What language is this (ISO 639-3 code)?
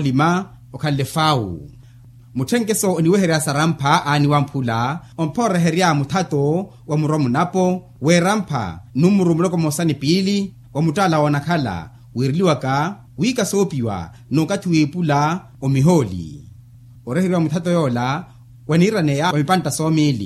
vmw